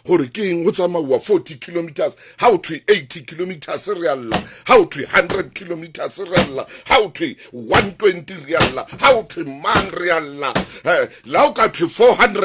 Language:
Southern Sotho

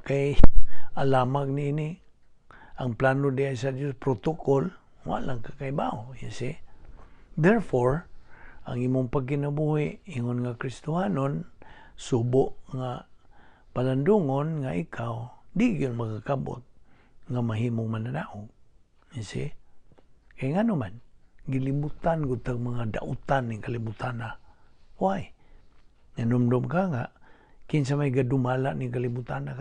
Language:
Cebuano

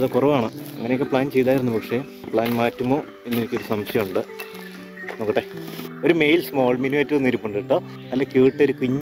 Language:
Malayalam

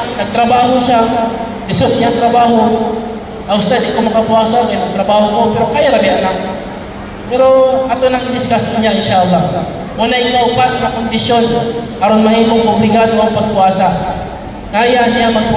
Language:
Cebuano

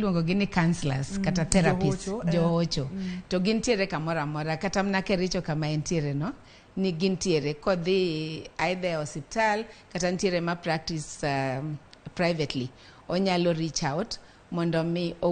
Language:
Luo (Kenya and Tanzania)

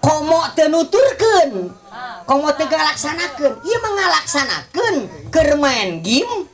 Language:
Sundanese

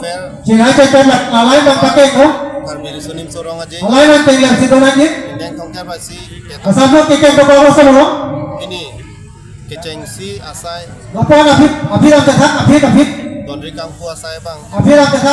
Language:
Karbi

